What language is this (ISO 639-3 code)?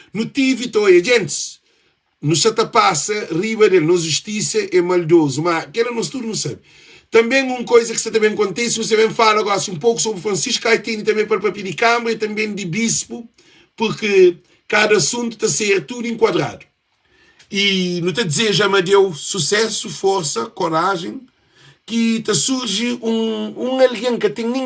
kea